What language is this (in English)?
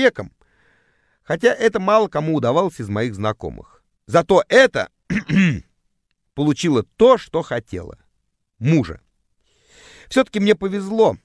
Russian